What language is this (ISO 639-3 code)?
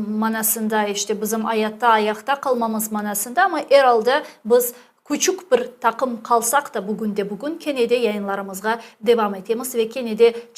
crh